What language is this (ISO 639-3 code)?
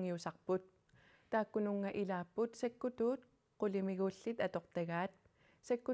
kal